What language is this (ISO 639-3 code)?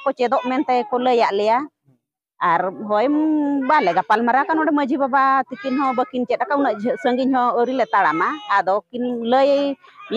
sat